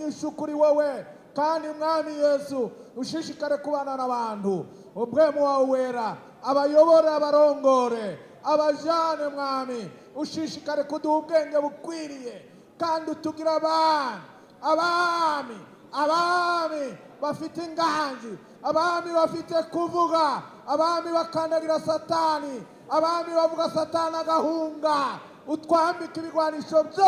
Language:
Rundi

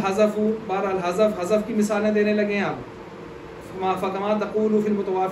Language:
Urdu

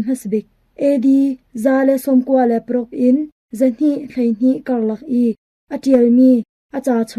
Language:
Hakha Chin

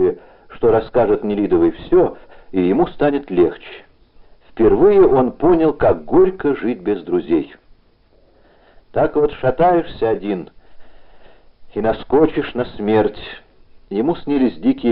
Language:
Russian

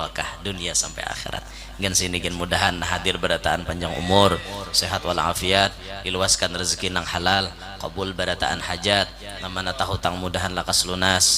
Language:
Banjar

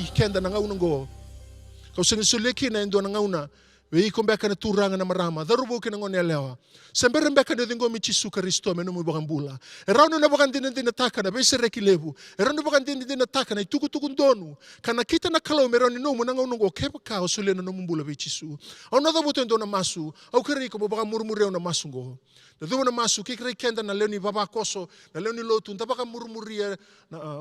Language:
Fijian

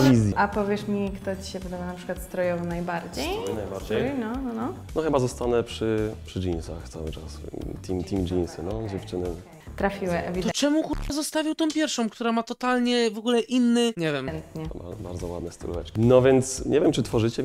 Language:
Polish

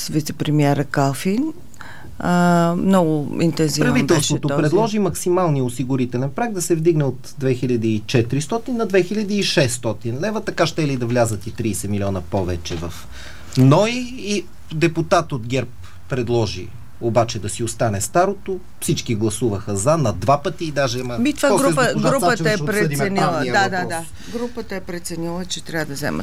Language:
Bulgarian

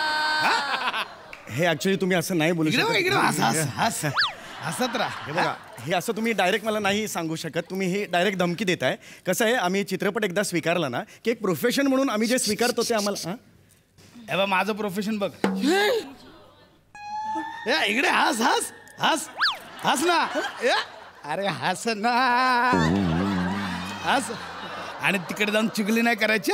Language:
Marathi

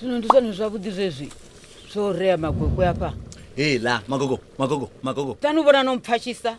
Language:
Venda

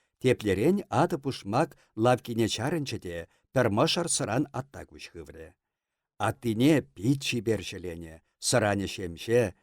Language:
Chuvash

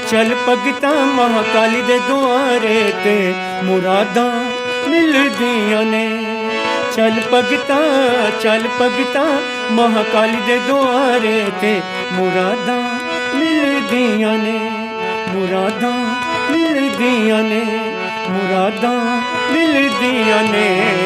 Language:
Dogri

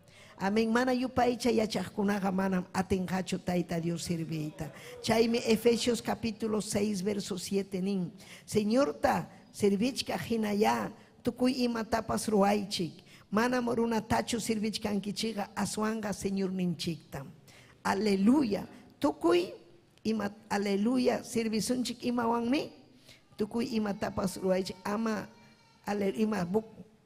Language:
Ayacucho Quechua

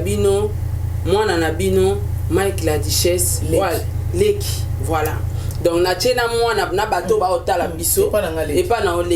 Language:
Lingala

